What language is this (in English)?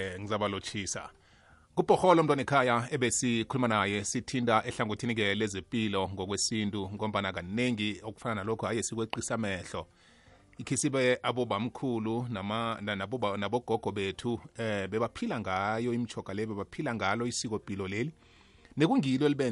South Ndebele